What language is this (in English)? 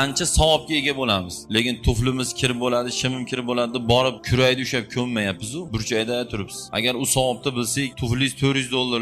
Uzbek